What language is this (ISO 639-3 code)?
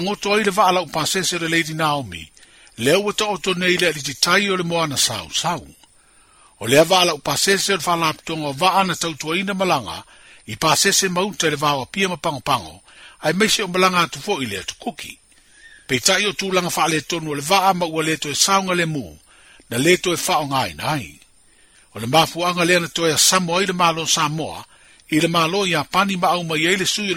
smo